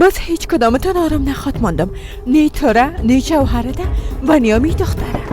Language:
Persian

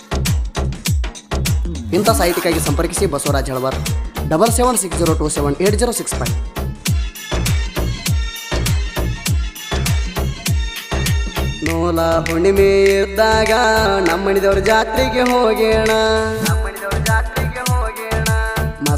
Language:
Kannada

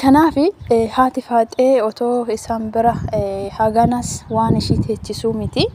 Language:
Oromo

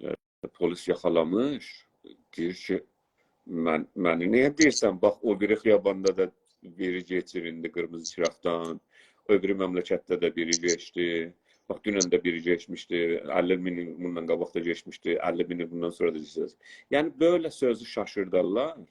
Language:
South Azerbaijani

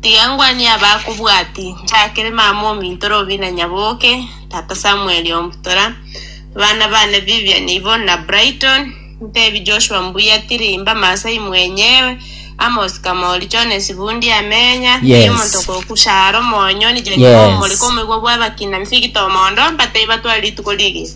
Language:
Gusii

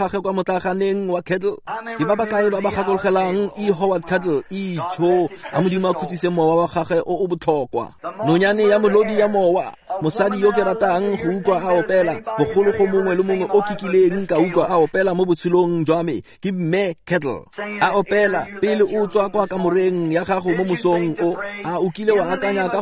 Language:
Tswana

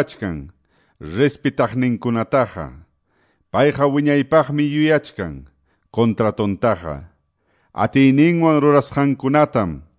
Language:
Quechua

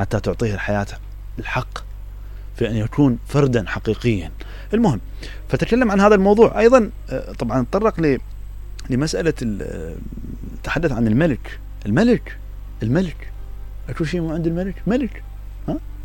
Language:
Mesopotamian Arabic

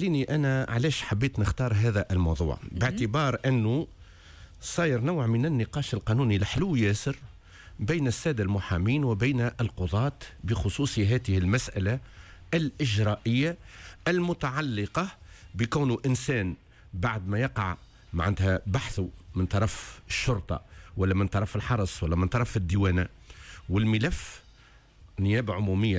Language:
Tunisian Arabic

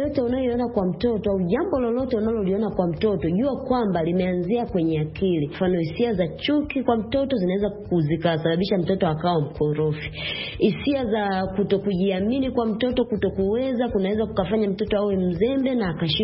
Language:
Swahili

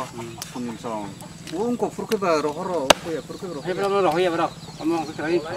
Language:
Kok Borok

